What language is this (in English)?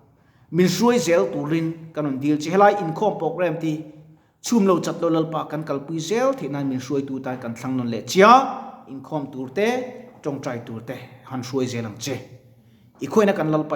Mizo